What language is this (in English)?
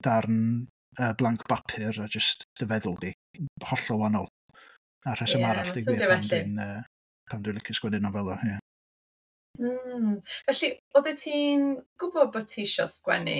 Welsh